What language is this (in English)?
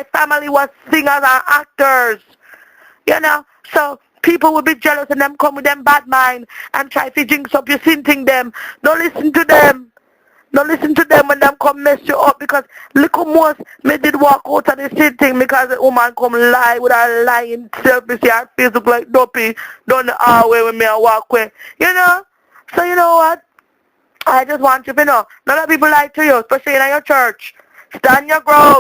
Jamaican Creole English